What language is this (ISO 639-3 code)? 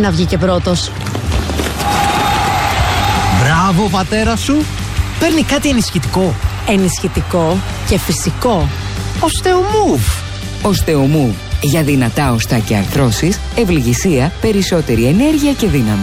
ell